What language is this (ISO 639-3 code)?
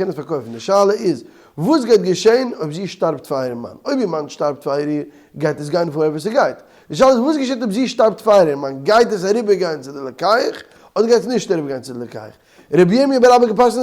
yid